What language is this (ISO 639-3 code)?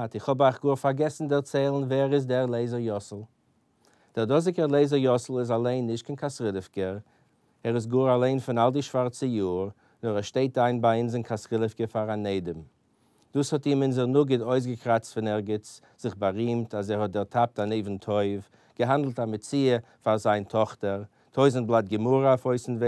yid